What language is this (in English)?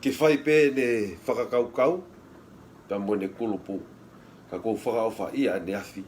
Tongan